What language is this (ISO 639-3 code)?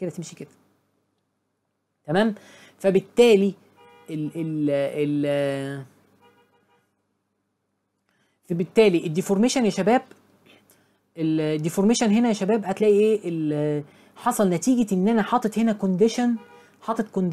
arz